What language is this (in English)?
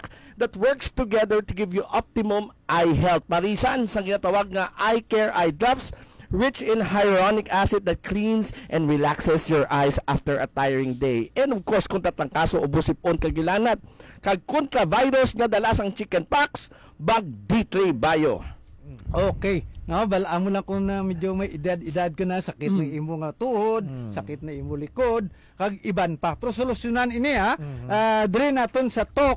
Hiligaynon